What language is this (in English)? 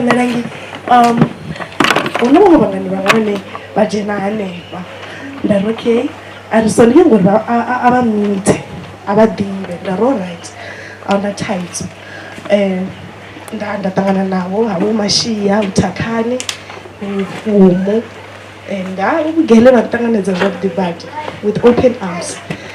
Venda